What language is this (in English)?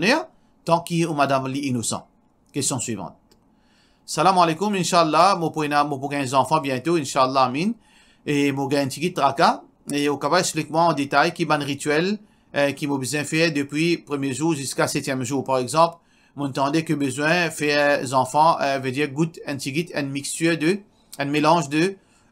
Morisyen